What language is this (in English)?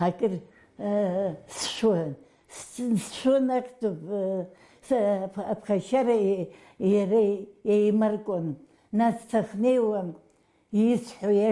Abkhazian